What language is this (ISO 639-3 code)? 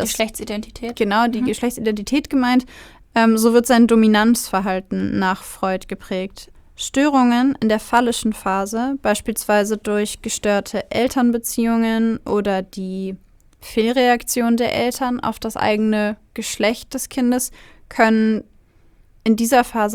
deu